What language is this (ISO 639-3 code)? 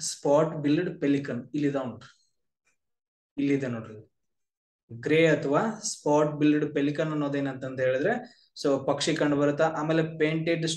kan